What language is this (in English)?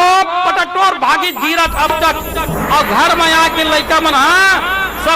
Chhattisgarhi